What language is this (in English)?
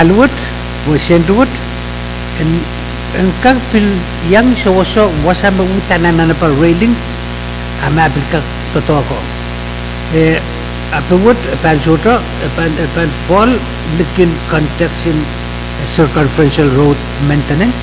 Pohnpeian